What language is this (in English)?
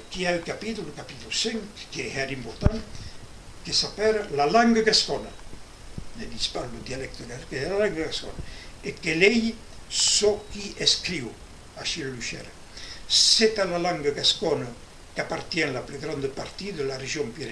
Occitan